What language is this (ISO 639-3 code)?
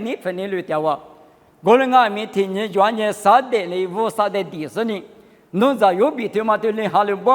lis